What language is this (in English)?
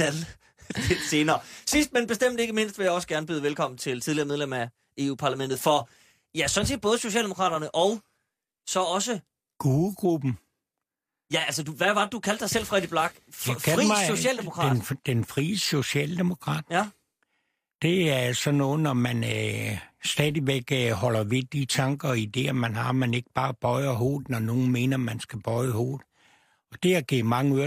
Danish